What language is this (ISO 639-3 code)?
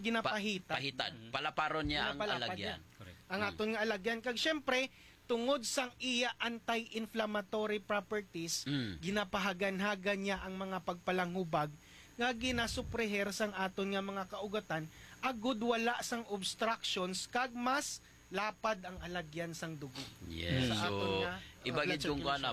hil